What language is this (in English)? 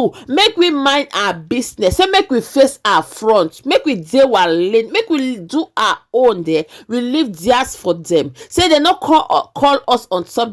Nigerian Pidgin